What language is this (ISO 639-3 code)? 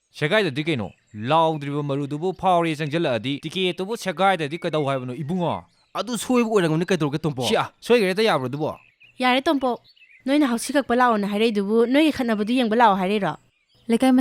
mni